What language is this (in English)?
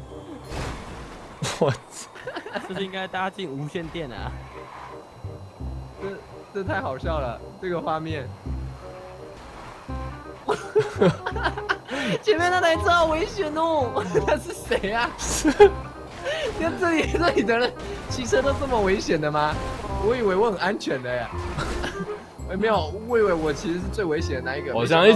Chinese